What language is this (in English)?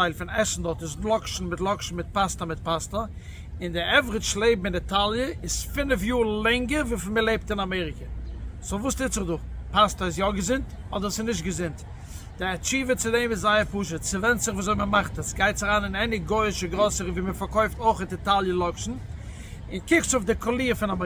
Yiddish